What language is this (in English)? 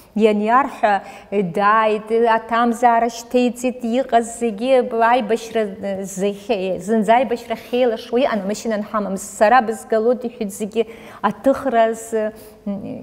Abkhazian